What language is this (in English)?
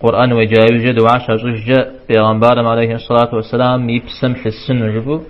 Kabardian